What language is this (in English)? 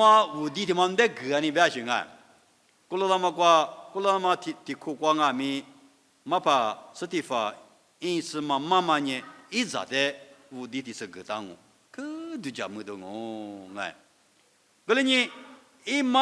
Lisu